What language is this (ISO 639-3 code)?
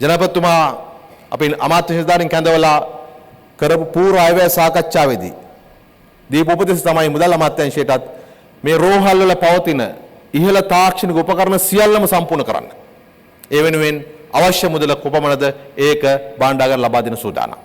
sin